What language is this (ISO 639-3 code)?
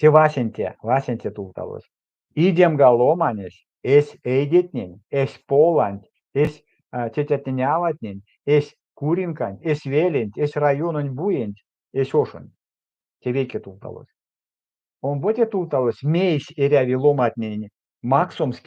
myv